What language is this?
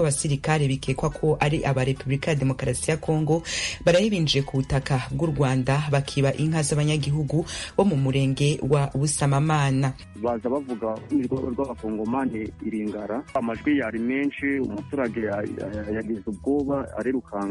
Kinyarwanda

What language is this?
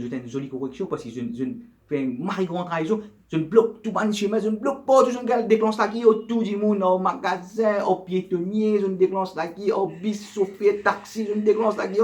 Morisyen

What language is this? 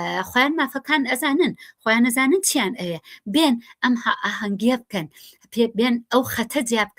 Central Kurdish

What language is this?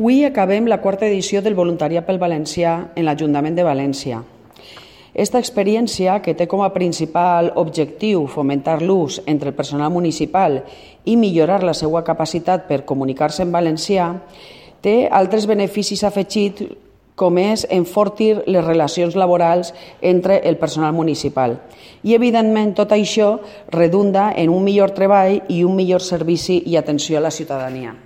Catalan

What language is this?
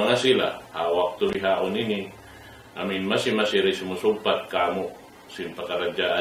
Tausug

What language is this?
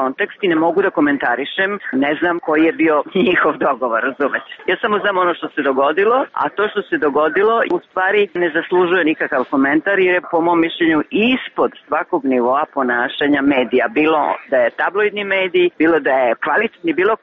Serbian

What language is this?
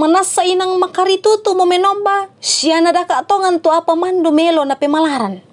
Toraja-Sa'dan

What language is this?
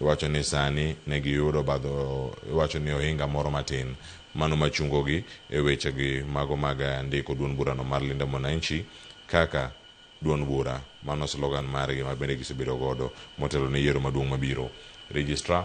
Luo (Kenya and Tanzania)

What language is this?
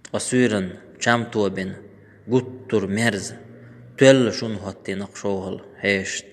Chechen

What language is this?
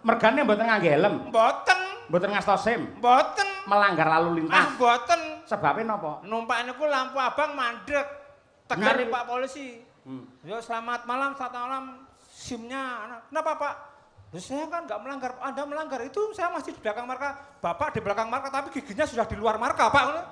Javanese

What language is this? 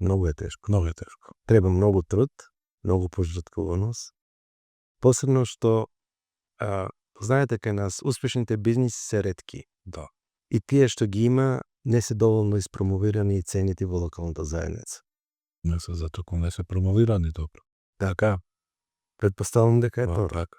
Macedonian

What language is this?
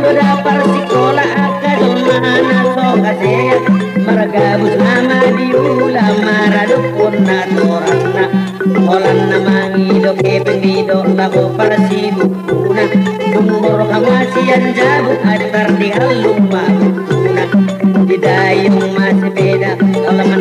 Batak Toba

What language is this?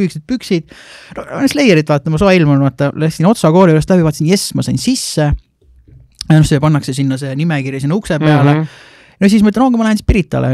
Estonian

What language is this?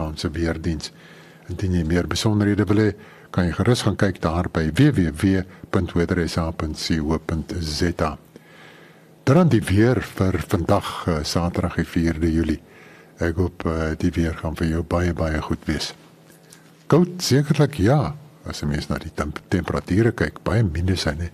Afrikaans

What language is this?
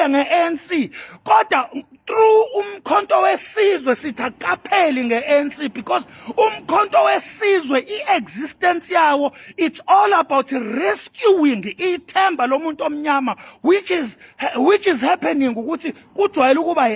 Zulu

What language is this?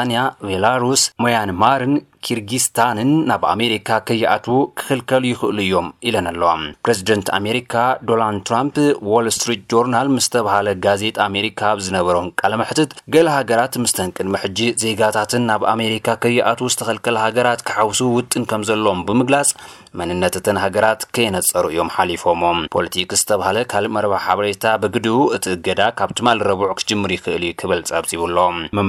Tigrinya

